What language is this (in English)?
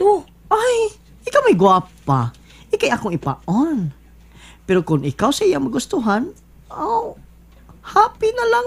Cebuano